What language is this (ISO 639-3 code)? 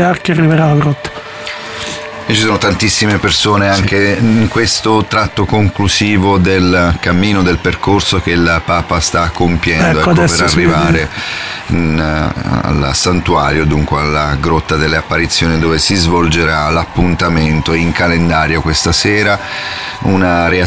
ita